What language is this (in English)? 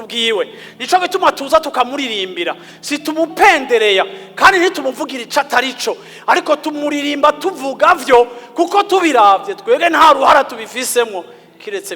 Rundi